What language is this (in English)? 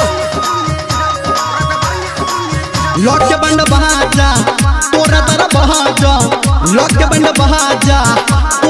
Bhojpuri